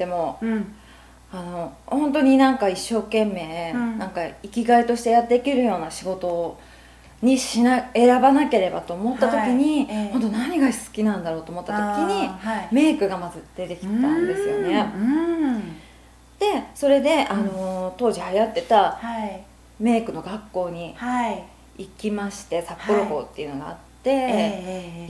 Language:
Japanese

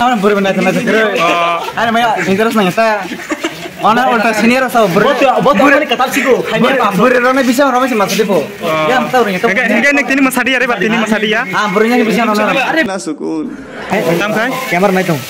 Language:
Kok Borok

